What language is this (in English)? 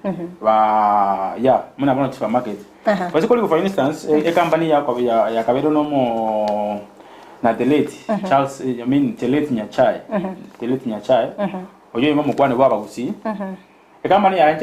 Gusii